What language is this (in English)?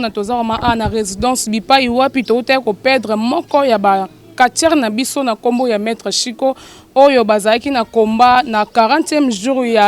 Lingala